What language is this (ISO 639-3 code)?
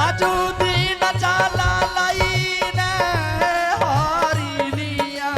anp